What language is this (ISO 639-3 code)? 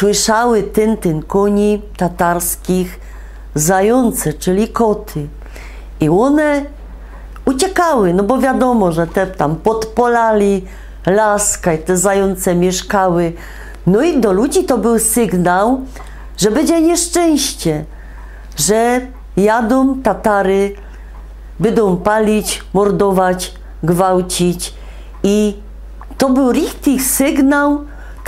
szl